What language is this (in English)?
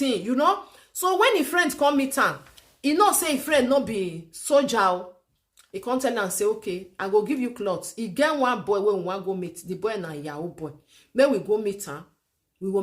Nigerian Pidgin